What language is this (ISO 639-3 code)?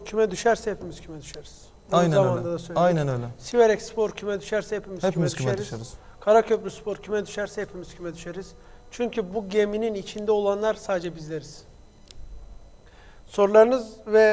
tur